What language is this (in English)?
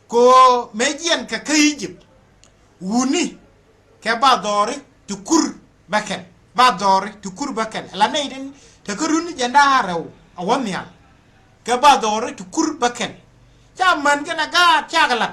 Nuer